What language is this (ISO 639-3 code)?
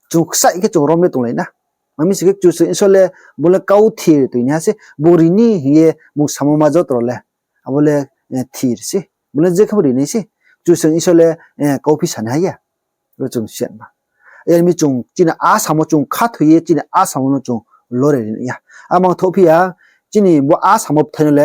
ria